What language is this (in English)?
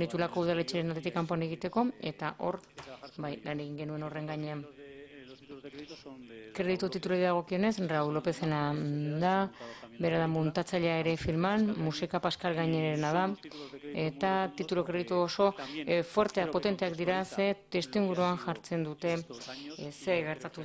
Basque